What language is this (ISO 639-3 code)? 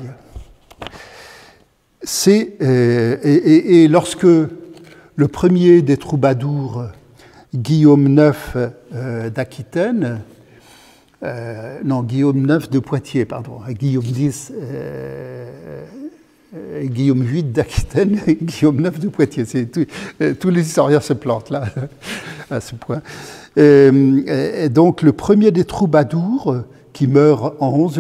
fra